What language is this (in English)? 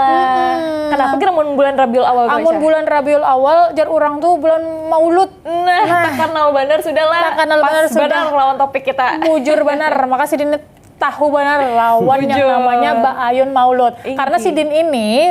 Banjar